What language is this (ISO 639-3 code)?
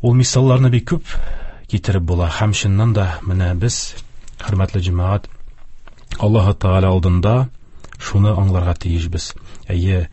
tat